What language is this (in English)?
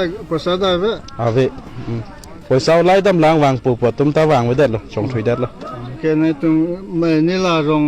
Karbi